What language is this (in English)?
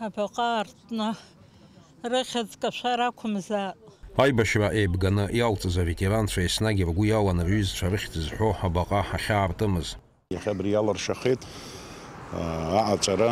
Abkhazian